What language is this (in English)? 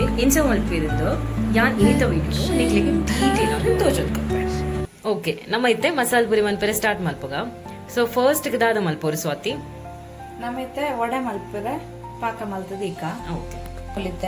Tulu